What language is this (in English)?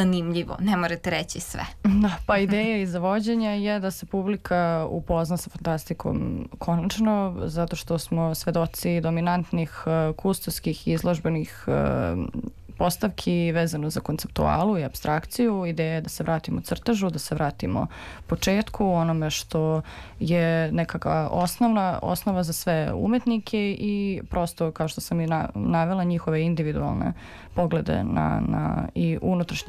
Serbian